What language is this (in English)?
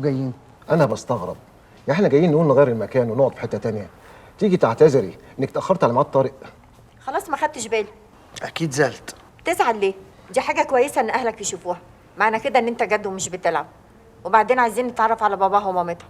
Egyptian Arabic